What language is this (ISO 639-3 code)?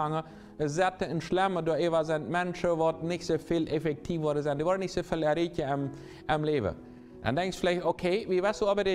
pdt